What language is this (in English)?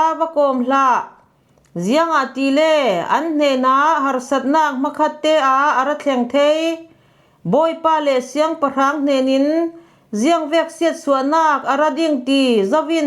Falam Chin